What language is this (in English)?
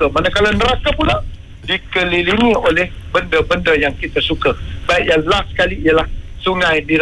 Malay